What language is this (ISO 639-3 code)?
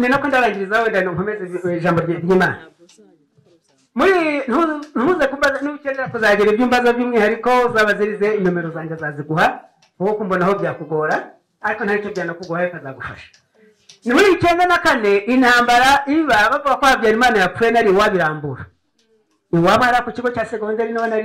kin